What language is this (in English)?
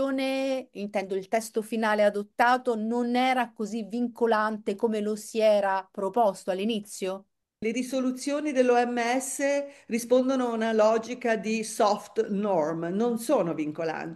Italian